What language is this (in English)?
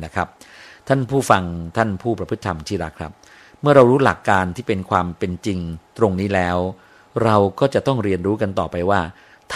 Thai